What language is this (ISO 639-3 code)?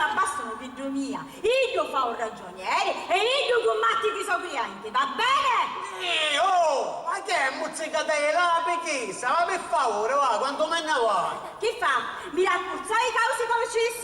scn